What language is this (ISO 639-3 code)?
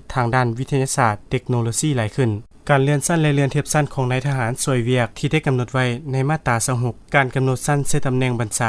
lao